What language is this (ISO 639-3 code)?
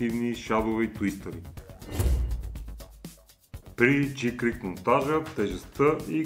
bul